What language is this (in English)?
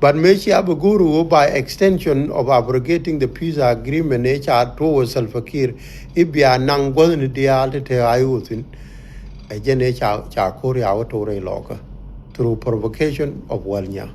Nuer